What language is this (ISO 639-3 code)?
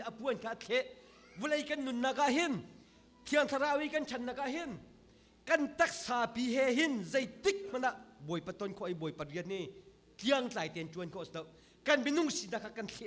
cnh